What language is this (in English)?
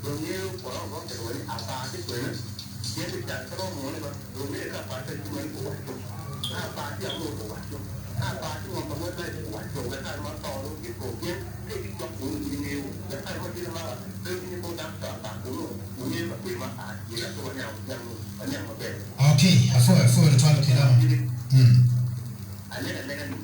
Acoli